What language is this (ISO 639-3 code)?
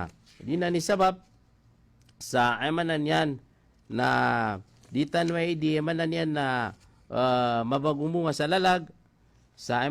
mrw